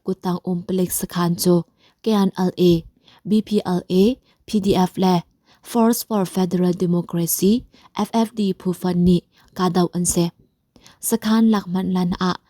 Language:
Hakha Chin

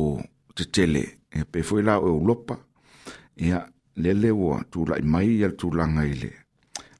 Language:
Samoan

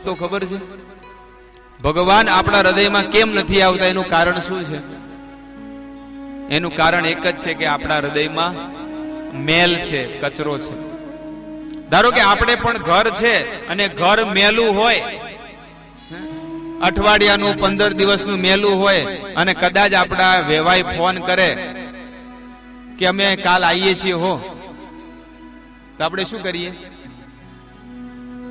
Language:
Gujarati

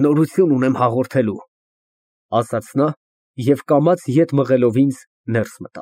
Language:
Armenian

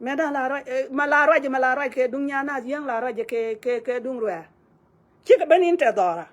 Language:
Nuer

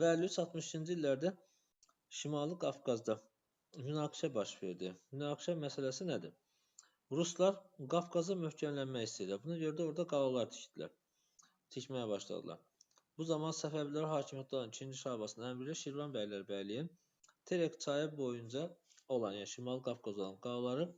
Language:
Azerbaijani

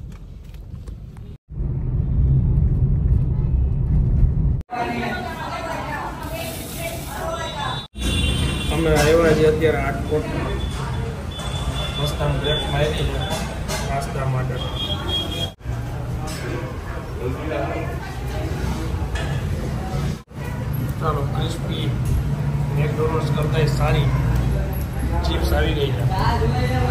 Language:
Gujarati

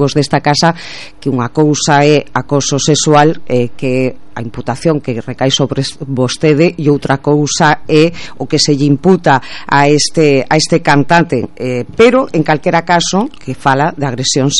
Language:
Galician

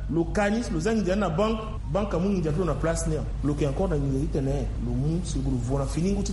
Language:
Sango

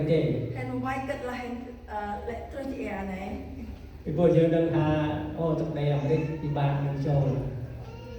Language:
Central Mnong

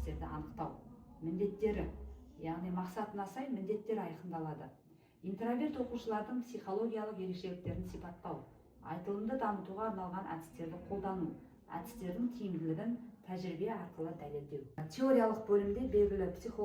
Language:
Kazakh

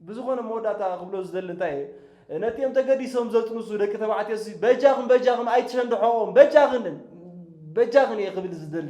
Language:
Tigrinya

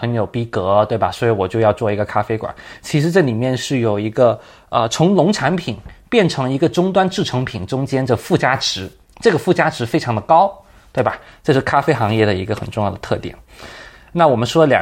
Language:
Chinese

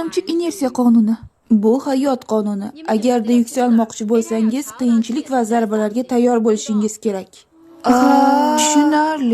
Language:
Uzbek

